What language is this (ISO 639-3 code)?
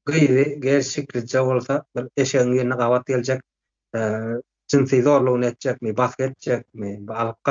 tuk